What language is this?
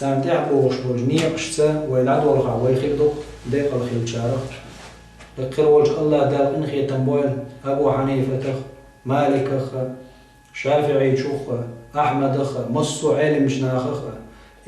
Chechen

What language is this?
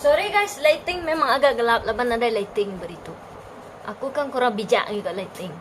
Iban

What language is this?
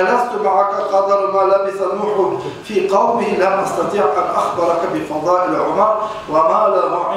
Kumyk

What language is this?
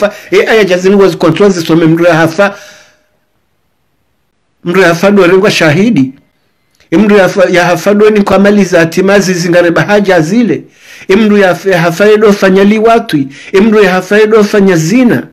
Swahili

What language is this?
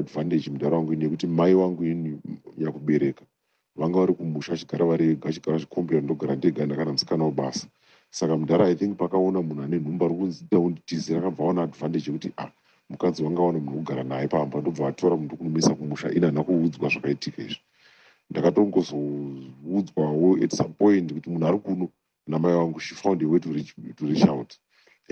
Shona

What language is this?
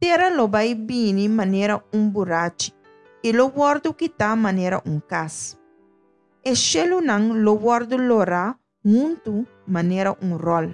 Papiamento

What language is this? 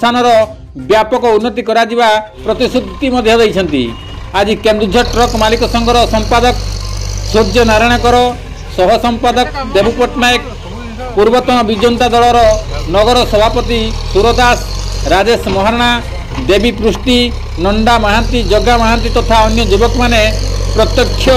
Odia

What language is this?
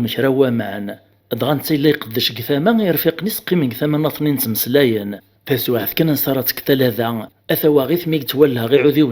Kabyle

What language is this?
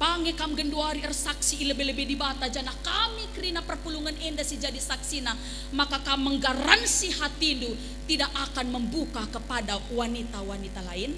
Batak Karo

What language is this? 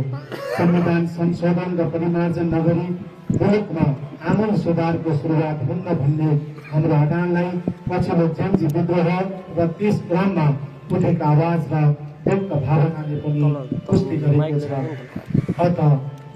Nepali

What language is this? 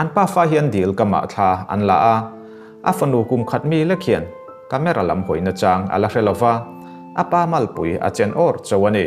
Mizo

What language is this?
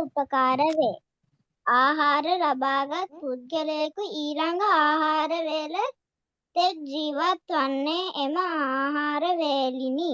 Sinhala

